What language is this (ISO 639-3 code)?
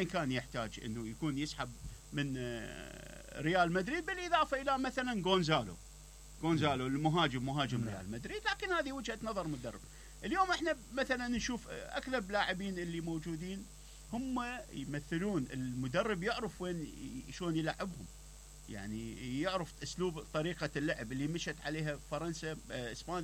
acm